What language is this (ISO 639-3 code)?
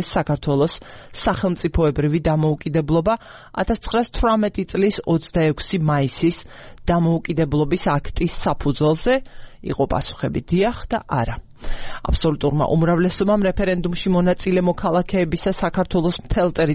kat